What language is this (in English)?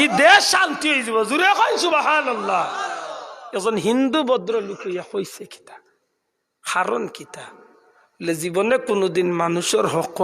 Sylheti